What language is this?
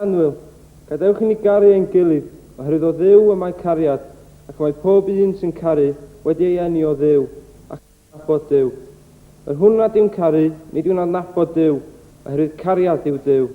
Welsh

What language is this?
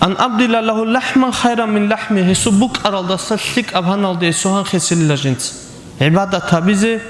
Avaric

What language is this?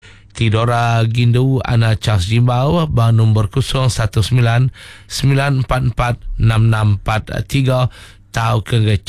Malay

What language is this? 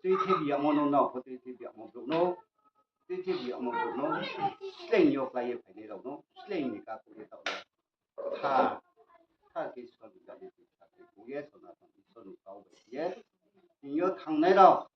Riang (India)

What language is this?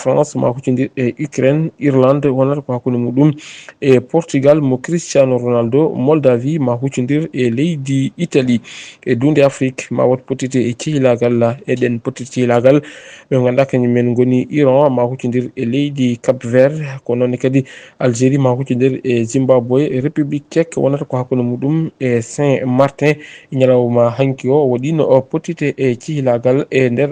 Fula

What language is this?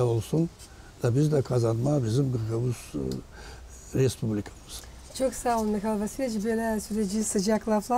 Gagauz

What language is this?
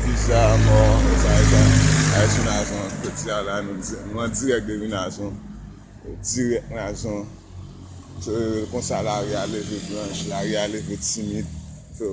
Haitian Creole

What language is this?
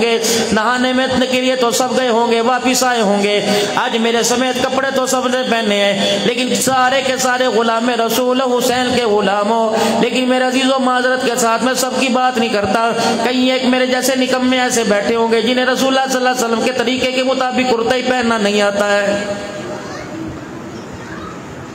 Urdu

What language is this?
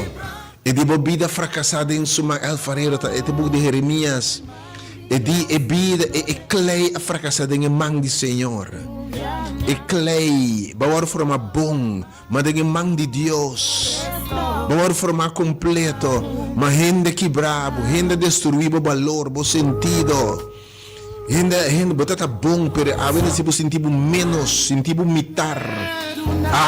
Papiamento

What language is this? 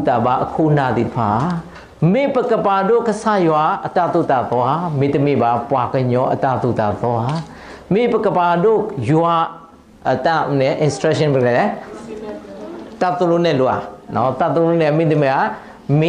S'gaw Karen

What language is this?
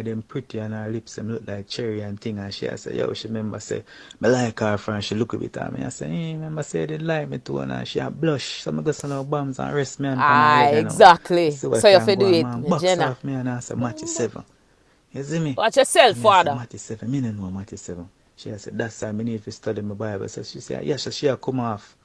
Jamaican Creole English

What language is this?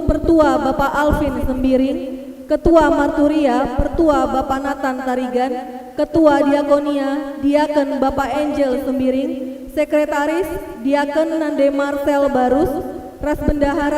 Batak Karo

